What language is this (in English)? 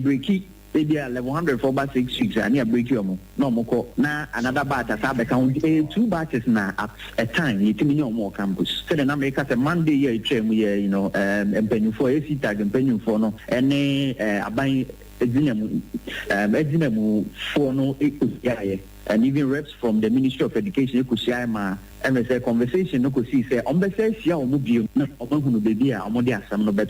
Akan